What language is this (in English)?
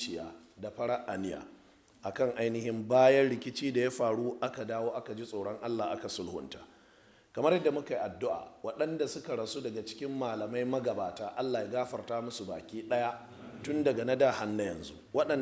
Hausa